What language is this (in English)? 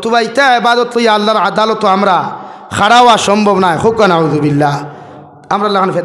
Sylheti